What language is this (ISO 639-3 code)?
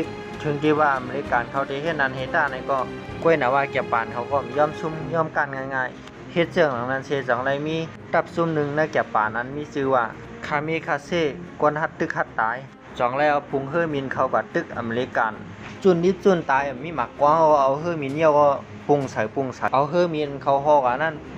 shn